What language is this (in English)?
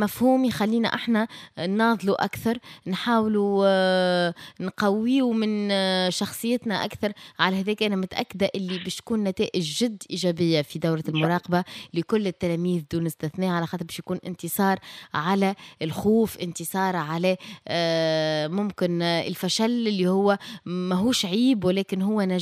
Tunisian Arabic